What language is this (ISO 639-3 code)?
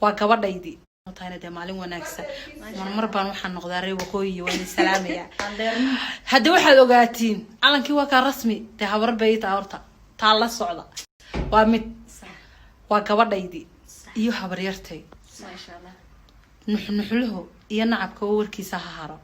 som